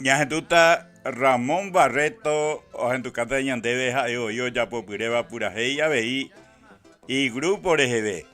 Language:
Guarani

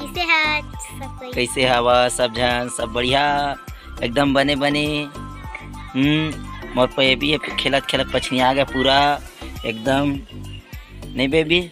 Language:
Chhattisgarhi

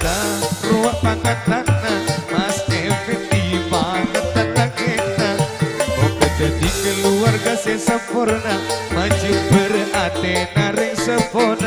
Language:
Madurese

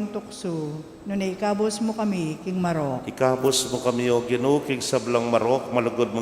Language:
Pampanga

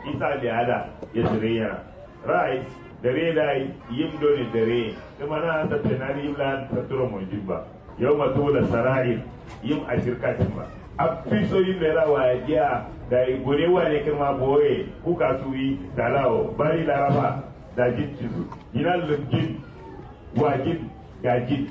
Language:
Kanuri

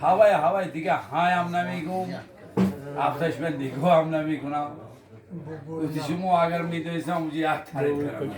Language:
Tajik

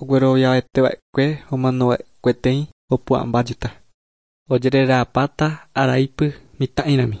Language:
Guarani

